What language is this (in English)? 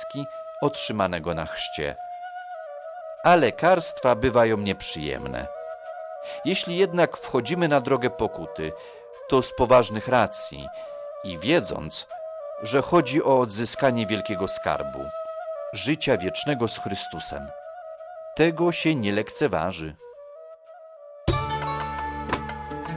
Polish